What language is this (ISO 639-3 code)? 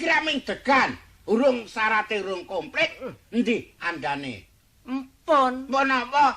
jav